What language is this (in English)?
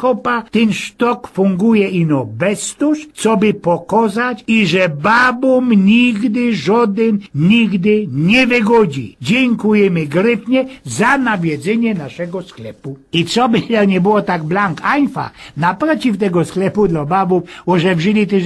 Silesian